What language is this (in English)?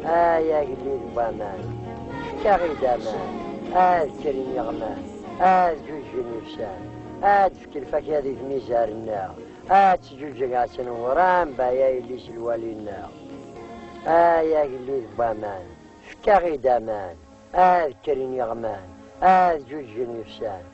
Kabyle